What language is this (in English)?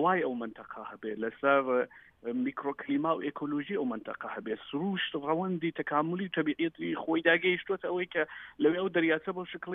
Central Kurdish